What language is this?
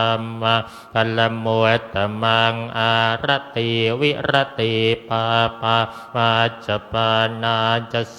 Pali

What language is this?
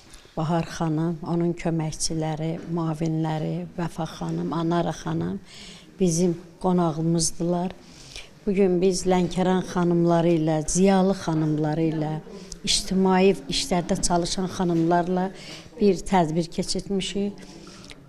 Azerbaijani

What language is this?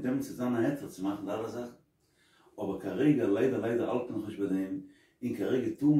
Yiddish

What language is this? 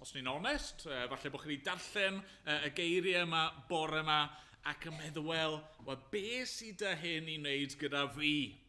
Welsh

